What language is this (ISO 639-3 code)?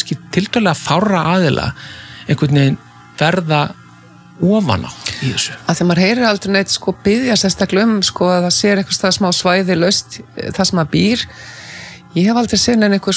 isl